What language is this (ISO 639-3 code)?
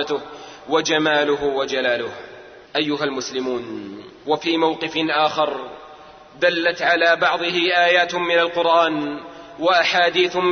ara